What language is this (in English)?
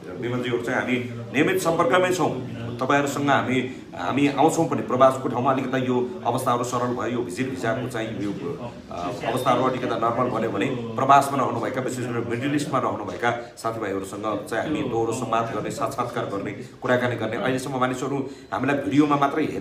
Nepali